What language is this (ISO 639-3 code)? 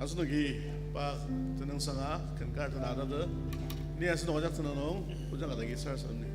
njo